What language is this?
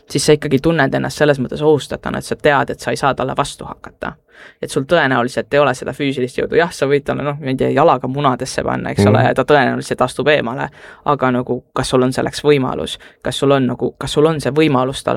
Estonian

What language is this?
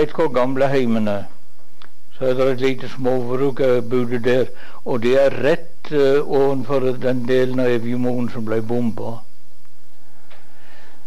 Norwegian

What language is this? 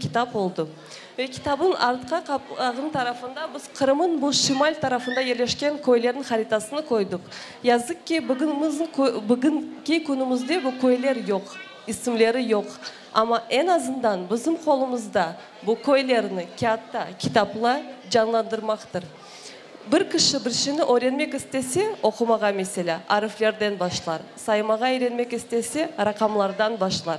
Crimean Tatar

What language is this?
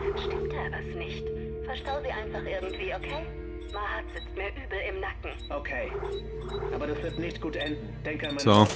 Swiss German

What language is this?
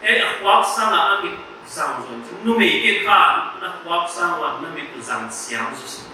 Paite Chin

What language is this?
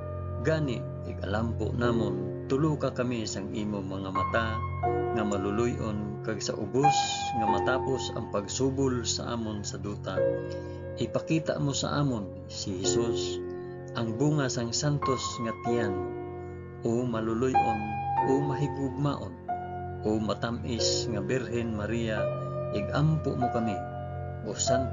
Hiligaynon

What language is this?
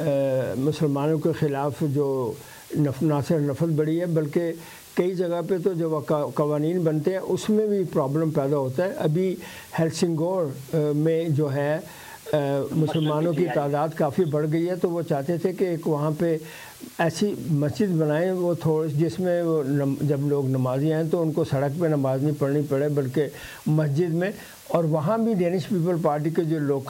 Urdu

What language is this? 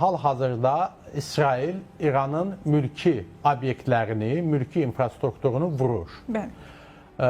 Azerbaijani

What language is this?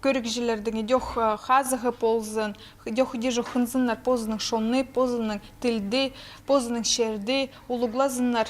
Khakas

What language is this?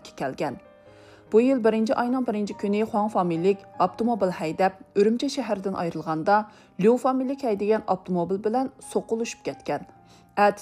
Uyghur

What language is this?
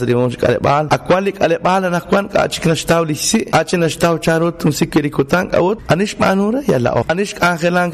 Kekchí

